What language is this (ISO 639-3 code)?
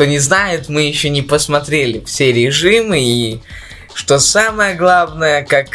rus